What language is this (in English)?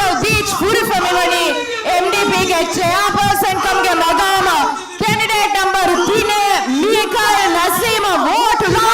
Divehi